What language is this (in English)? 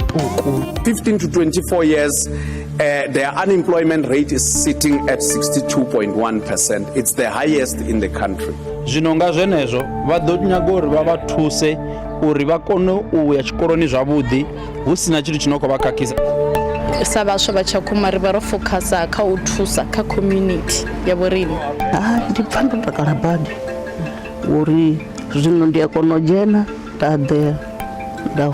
Venda